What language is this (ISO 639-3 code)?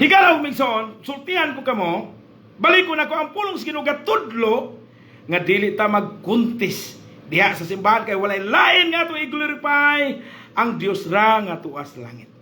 ceb